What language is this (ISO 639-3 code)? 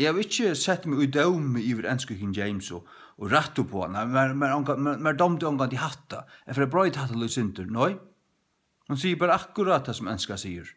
fao